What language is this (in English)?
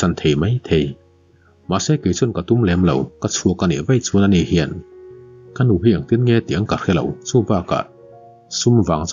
Mizo